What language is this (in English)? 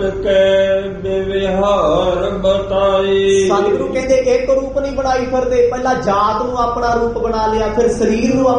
Punjabi